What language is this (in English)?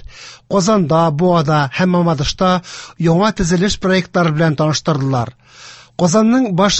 Tatar